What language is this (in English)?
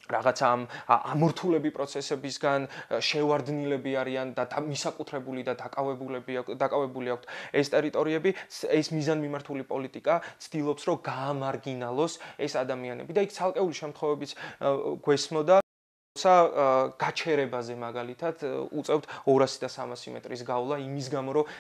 Georgian